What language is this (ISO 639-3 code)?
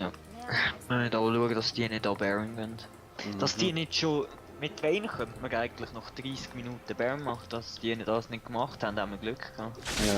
gsw